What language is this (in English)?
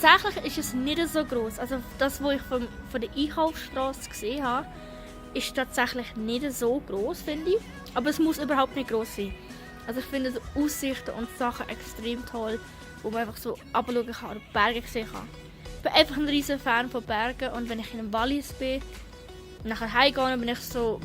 Swiss German